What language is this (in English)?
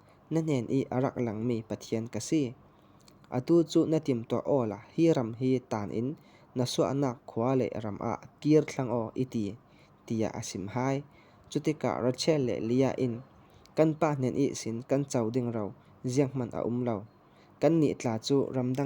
Falam Chin